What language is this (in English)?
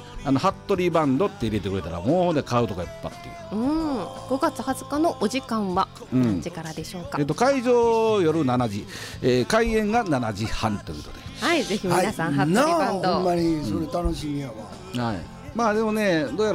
Japanese